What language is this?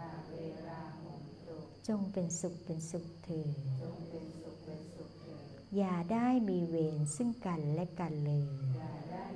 Thai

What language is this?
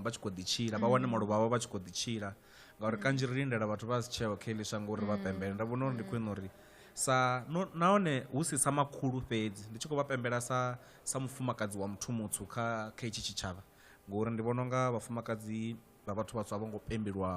Venda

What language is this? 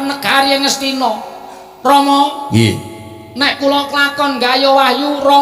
Javanese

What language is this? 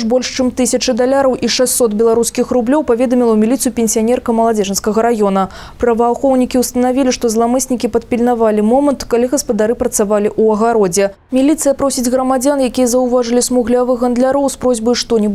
Belarusian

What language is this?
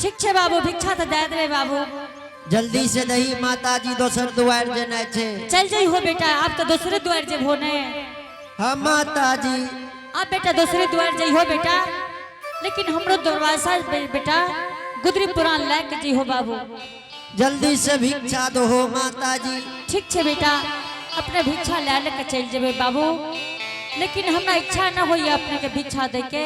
Angika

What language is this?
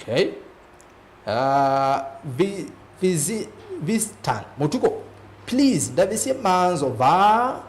Kamba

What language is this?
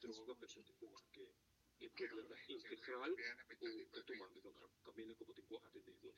Papiamento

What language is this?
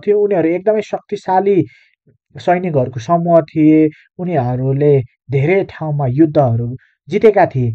Nepali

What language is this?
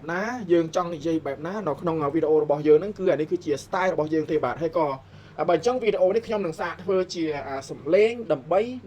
Khmer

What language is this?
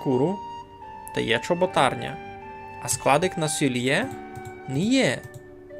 Rusyn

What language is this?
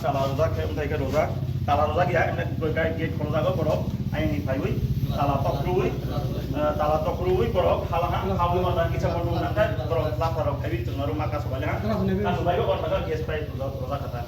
Riang (India)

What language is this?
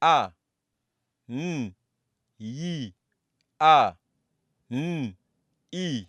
Nyanja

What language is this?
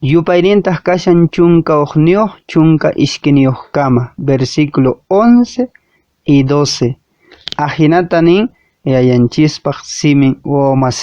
Quechua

